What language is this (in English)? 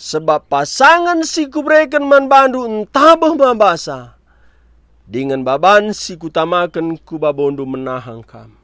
Batak Karo